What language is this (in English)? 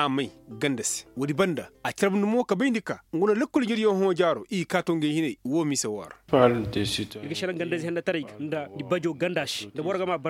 Koyraboro Senni